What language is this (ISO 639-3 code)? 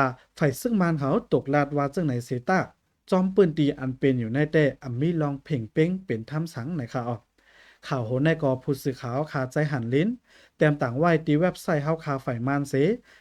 shn